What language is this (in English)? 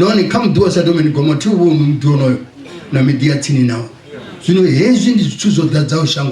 Venda